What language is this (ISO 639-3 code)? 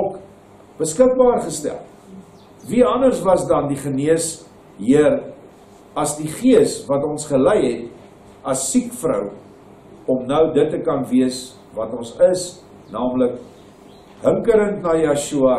afr